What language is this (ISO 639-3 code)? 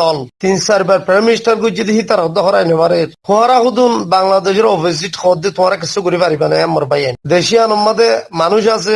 rhg